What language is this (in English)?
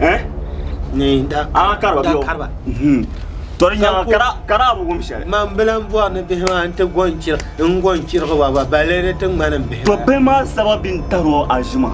Dagbani